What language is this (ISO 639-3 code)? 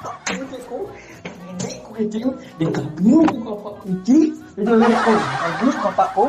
min